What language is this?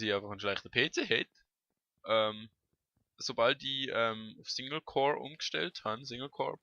Swiss German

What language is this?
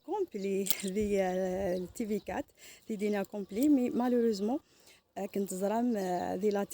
Kabyle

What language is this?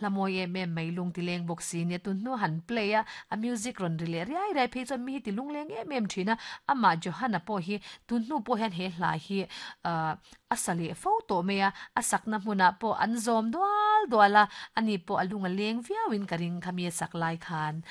Mizo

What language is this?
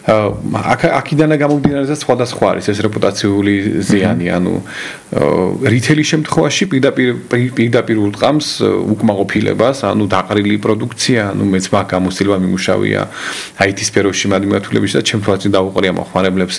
Georgian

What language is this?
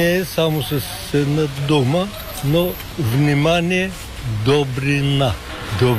Bulgarian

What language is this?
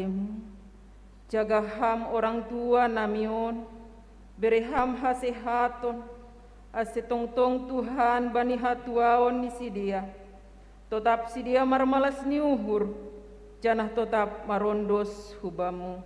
Batak Simalungun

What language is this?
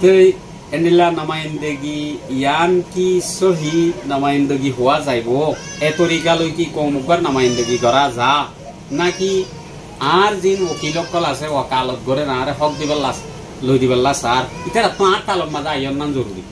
Rohingya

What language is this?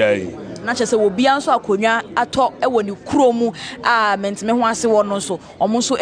Akan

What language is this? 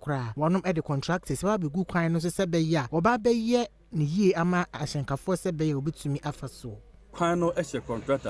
Akan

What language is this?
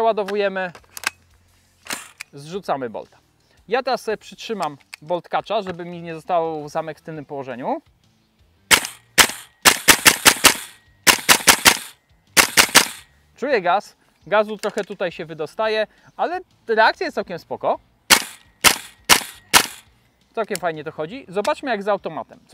Polish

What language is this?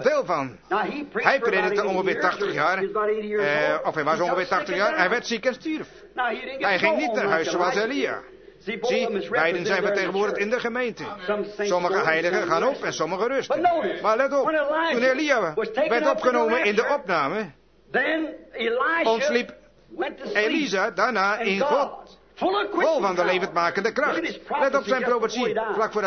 Dutch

